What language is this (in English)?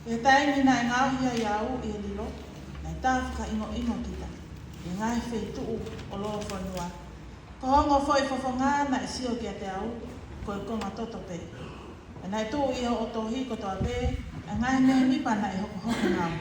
Tongan